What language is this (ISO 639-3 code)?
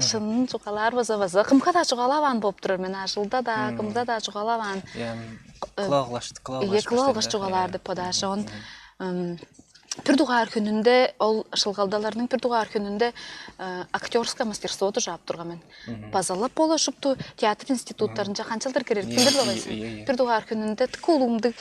tyv